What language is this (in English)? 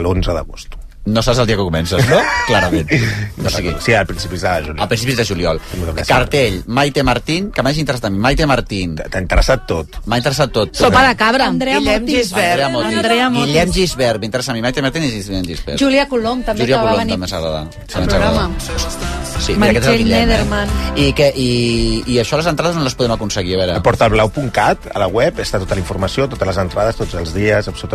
Catalan